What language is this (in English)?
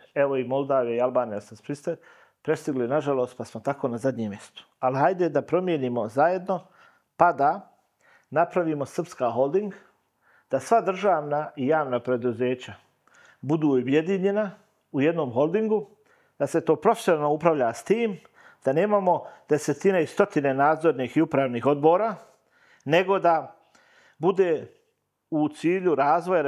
Serbian